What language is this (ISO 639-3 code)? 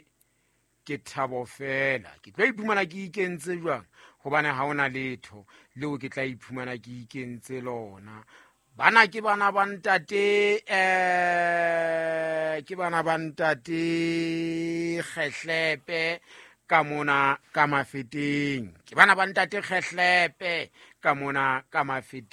sot